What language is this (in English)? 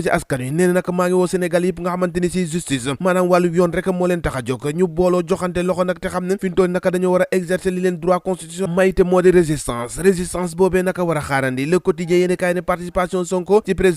Wolof